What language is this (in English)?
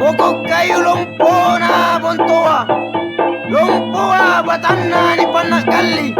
Makasar